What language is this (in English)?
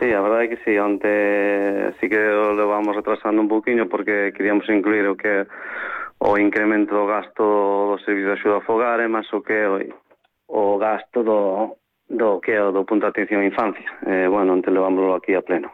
Galician